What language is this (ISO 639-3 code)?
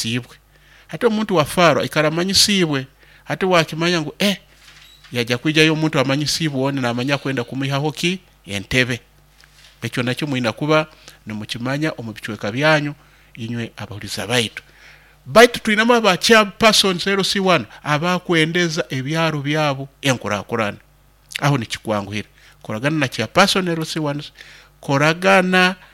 nyo